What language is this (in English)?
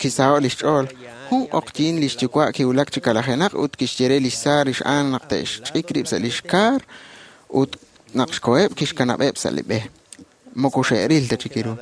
Kekchí